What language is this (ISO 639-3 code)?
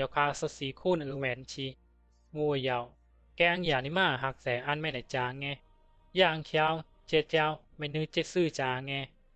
bzi